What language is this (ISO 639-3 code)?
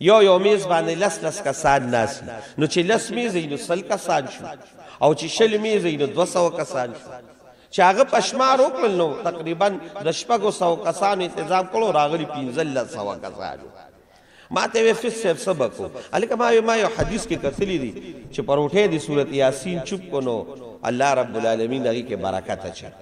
pus